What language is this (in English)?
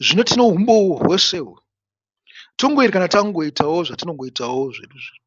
Shona